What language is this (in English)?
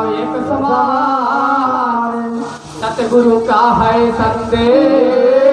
Chhattisgarhi